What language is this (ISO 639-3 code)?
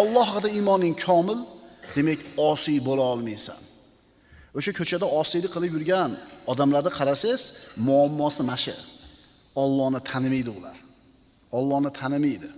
uzb